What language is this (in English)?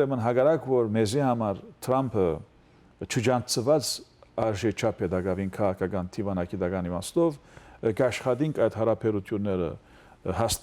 Western Armenian